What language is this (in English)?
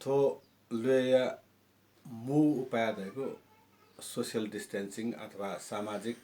Newari